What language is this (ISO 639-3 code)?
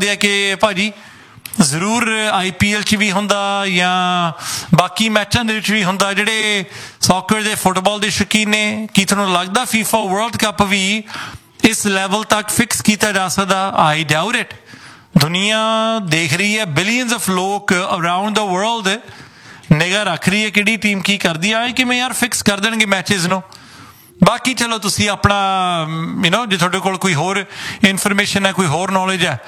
pan